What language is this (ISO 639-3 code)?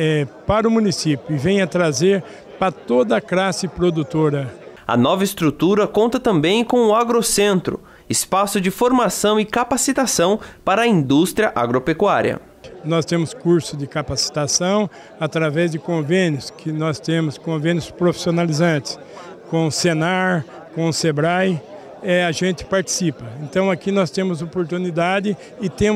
por